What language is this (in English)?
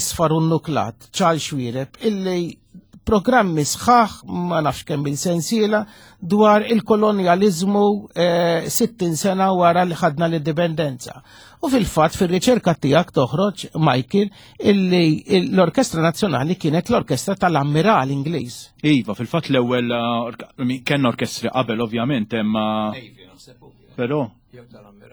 Maltese